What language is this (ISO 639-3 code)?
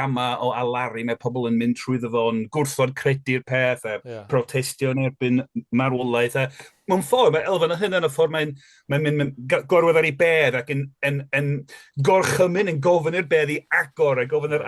cym